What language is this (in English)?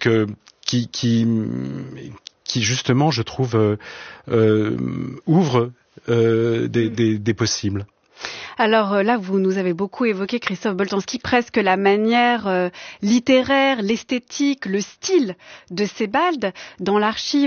French